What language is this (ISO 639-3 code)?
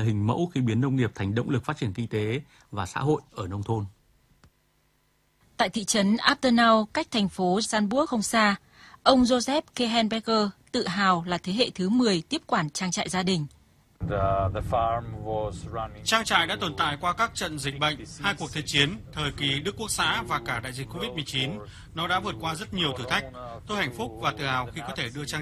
vie